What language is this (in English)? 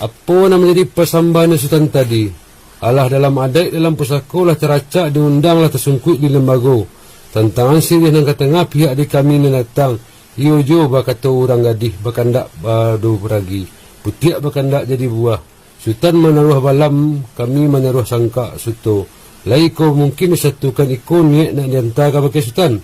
Minangkabau